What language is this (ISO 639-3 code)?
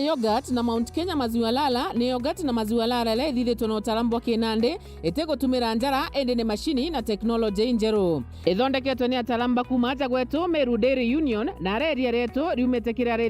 mer